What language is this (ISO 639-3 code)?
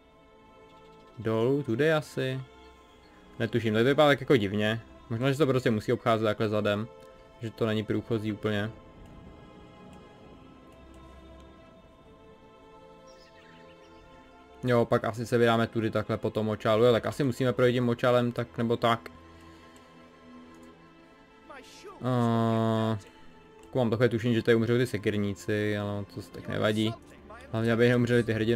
ces